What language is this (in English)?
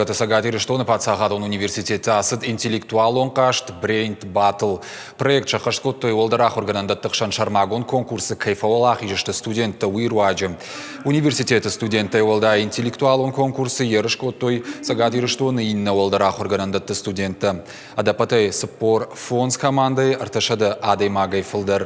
Ossetic